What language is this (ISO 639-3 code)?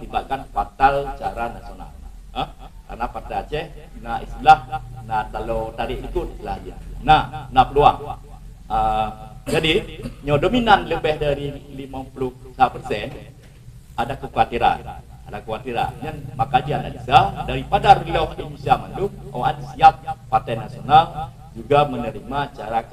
ace